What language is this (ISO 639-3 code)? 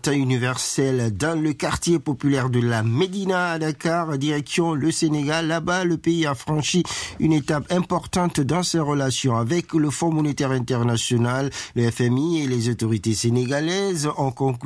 fra